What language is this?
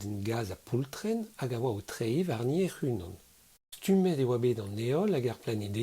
Breton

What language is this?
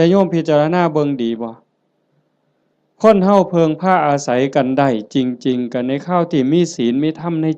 Lao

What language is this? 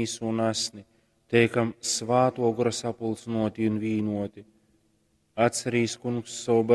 Latgalian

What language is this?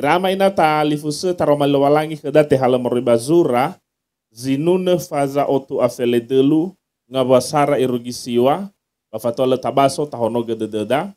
Nias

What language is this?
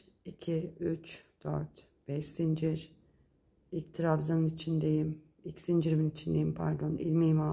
Turkish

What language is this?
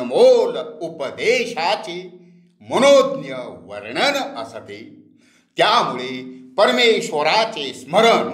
Marathi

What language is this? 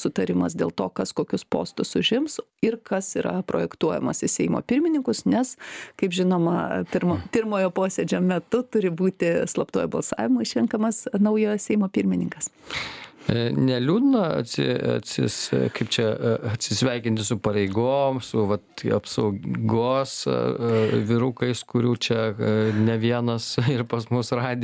Lithuanian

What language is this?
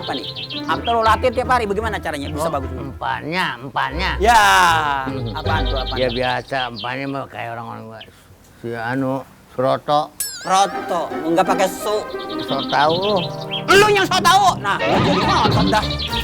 Betawi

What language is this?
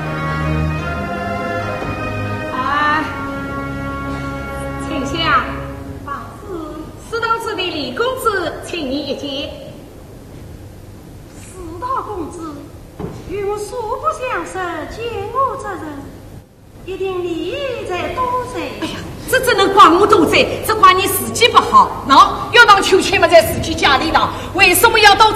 Chinese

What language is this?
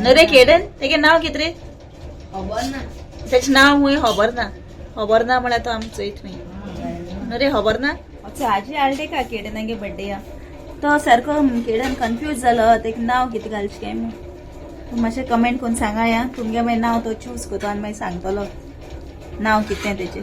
Konkani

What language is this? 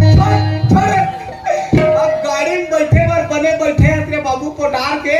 Chhattisgarhi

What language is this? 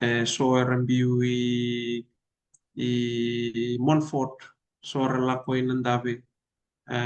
Fijian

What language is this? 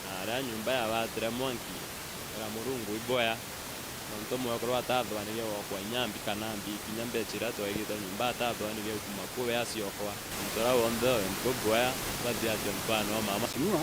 Meru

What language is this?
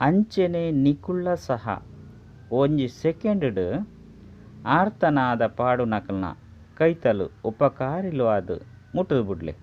Tulu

